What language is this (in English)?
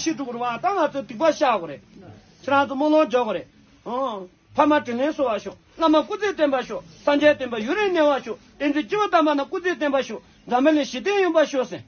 Tibetan